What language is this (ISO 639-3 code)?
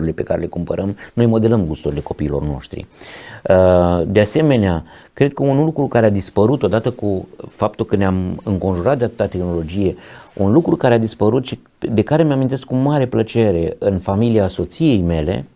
ron